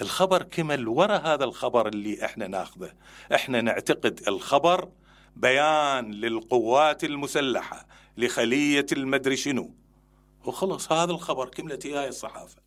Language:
Mesopotamian Arabic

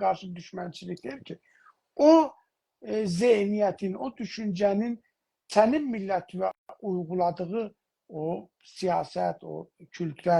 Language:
South Azerbaijani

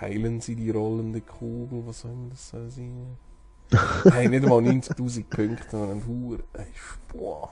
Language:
Swiss German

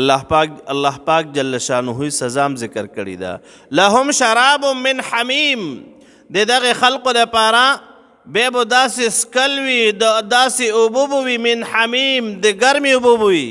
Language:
Pashto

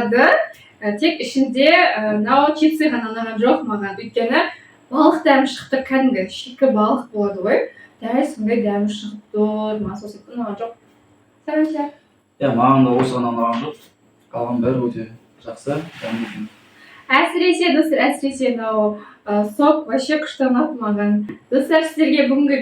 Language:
Kazakh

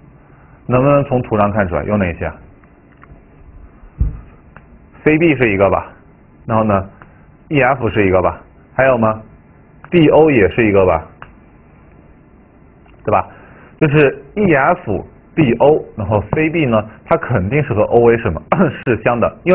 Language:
Chinese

